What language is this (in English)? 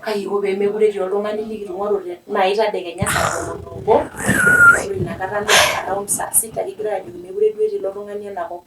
Masai